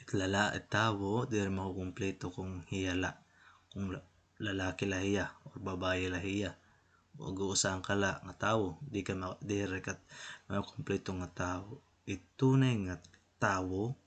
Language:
Waray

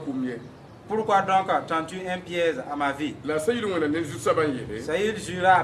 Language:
Mossi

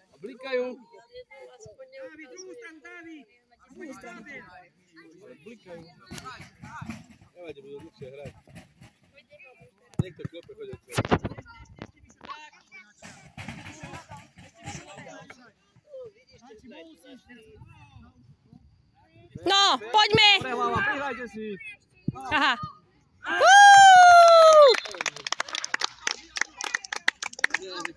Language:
Slovak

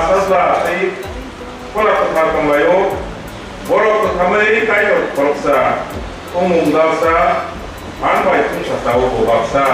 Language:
Kok Borok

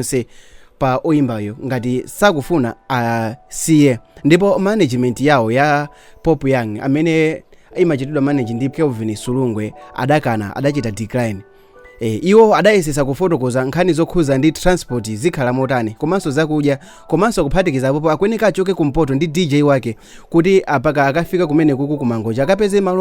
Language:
Nyanja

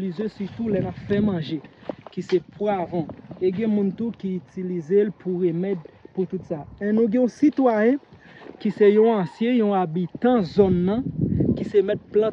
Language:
Haitian Creole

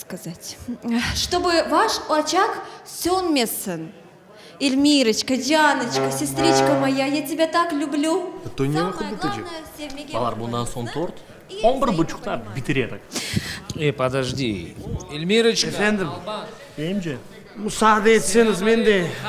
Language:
Crimean Tatar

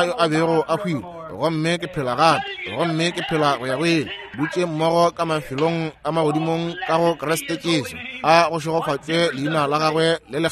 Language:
Northern Sotho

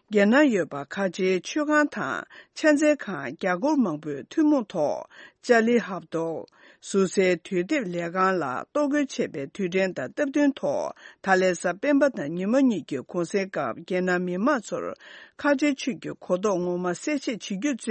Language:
Tibetan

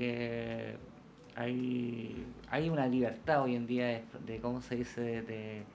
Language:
Spanish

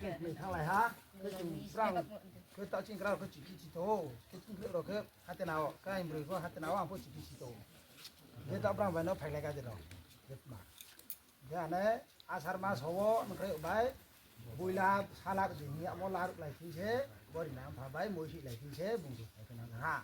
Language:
Riang (India)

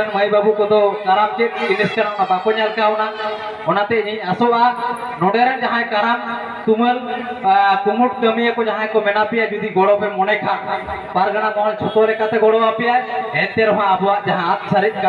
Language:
Santali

